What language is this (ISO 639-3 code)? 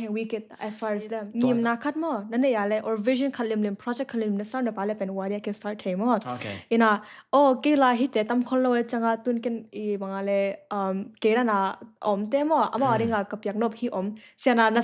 ctd